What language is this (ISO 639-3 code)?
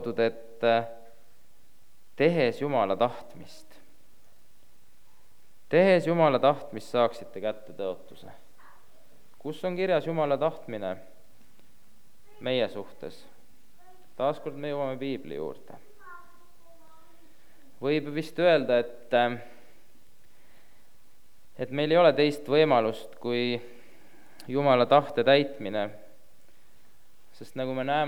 est